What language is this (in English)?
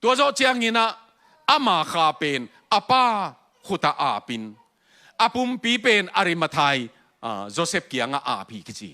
Tedim Chin